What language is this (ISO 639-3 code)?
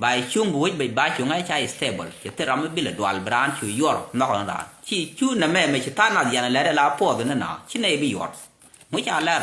nus